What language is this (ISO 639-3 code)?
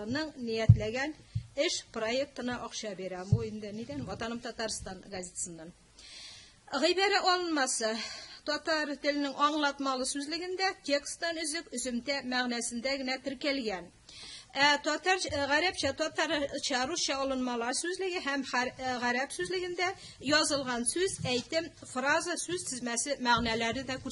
tat